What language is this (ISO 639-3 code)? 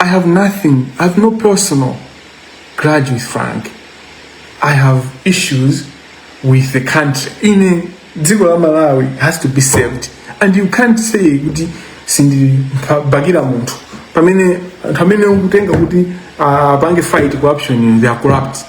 nya